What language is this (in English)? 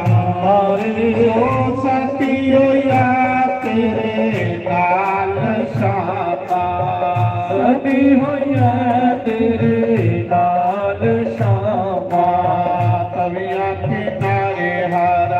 Dogri